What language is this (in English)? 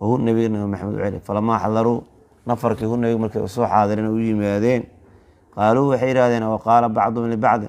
Somali